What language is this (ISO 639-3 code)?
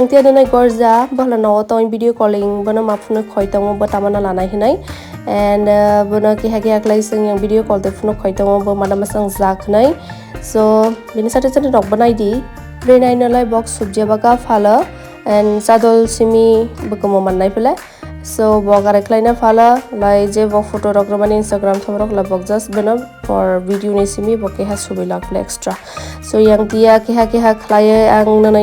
trp